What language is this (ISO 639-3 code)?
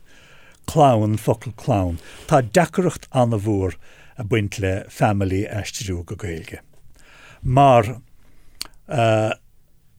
gle